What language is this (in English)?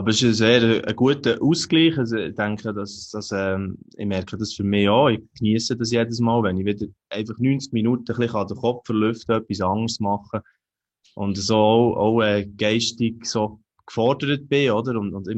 Swiss German